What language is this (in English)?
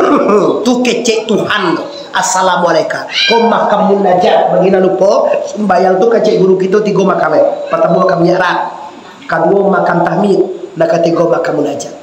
Minangkabau